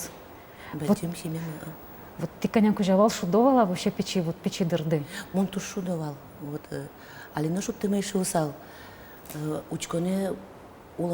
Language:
Udmurt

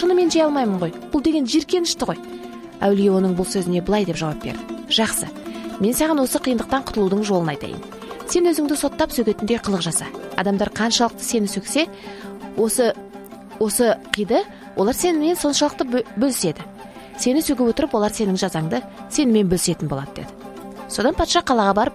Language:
Kazakh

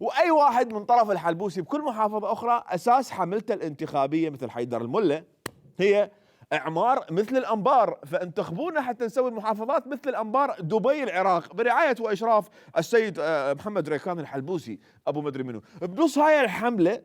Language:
Mesopotamian Arabic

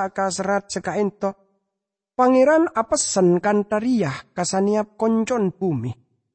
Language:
Madurese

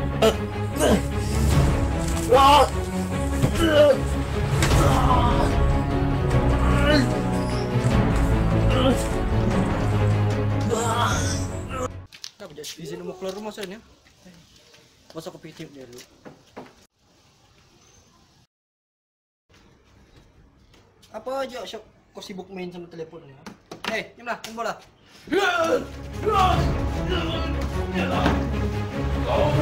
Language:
Malay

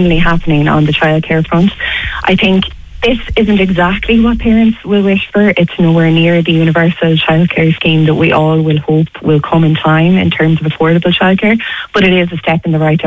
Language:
English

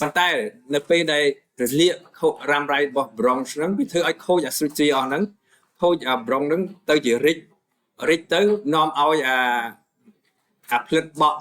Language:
Khmer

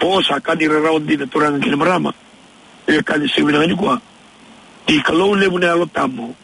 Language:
Fijian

